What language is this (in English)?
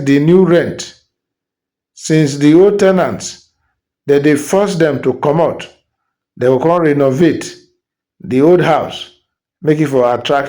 Nigerian Pidgin